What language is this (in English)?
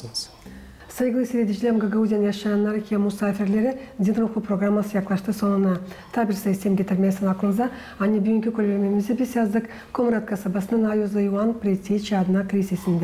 Gagauz